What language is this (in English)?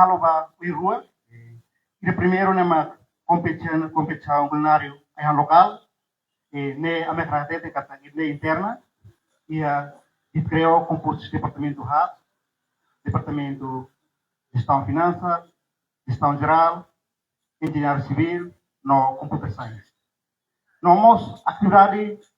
Tetum